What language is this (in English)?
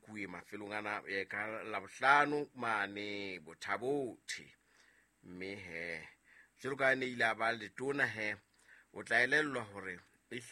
Southern Sotho